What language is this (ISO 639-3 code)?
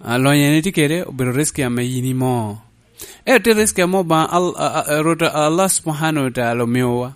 laj